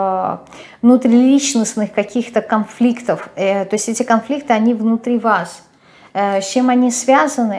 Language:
Russian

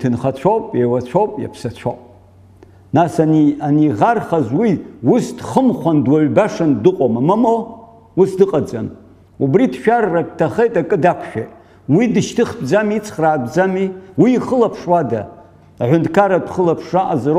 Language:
Abkhazian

